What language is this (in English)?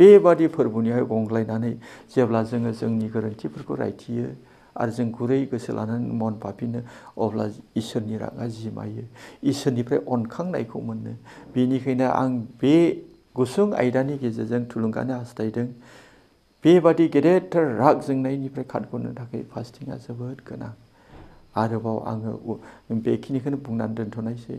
Bodo